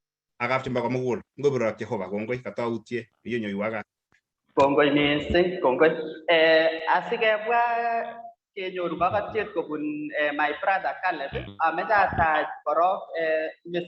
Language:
Kalenjin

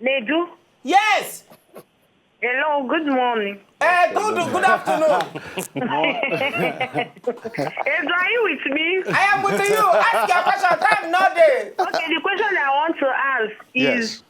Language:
Nigerian Pidgin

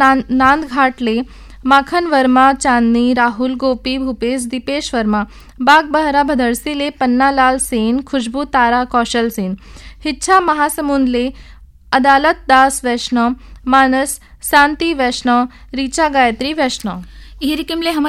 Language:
Chhattisgarhi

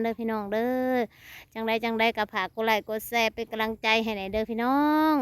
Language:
Northeastern Thai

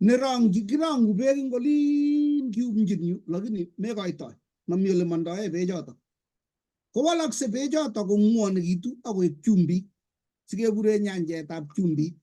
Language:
Kalenjin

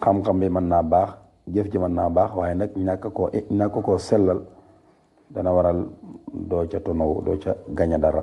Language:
Wolof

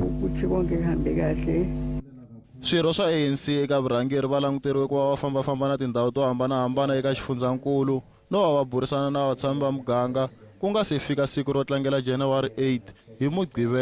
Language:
Tsonga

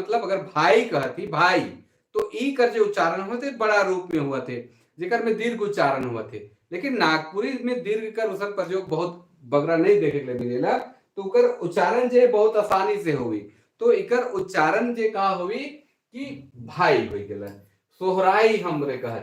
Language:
Sadri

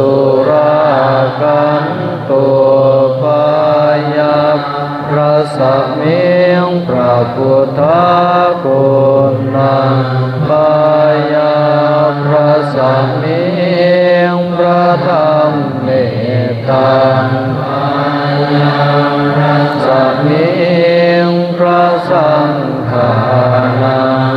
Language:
Pali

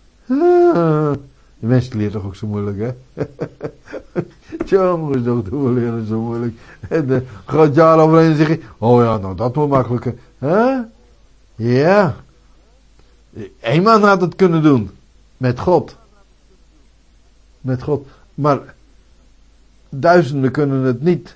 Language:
Dutch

